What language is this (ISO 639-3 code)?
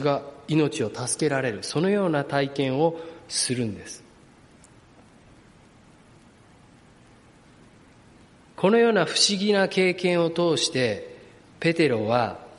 jpn